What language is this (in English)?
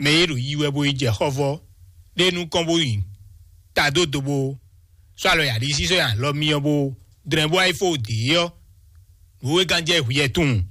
Fon